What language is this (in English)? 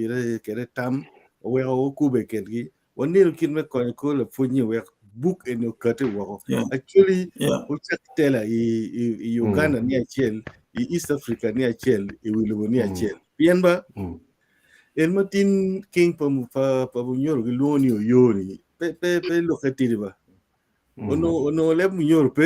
Acoli